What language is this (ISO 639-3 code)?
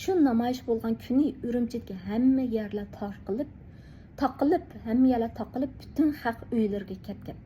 uig